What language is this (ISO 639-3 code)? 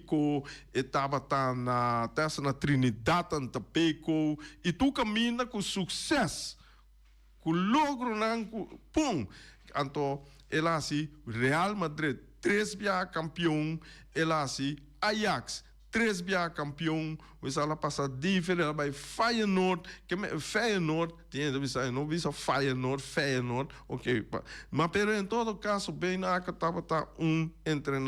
pap